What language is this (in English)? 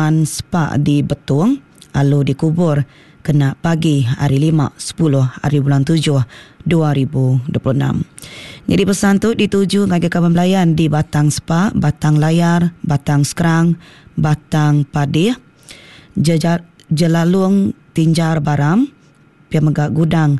Iban